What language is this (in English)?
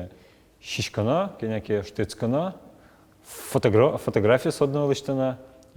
Udmurt